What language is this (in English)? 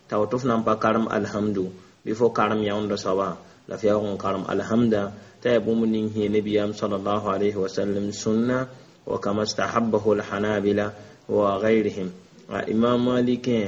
Mossi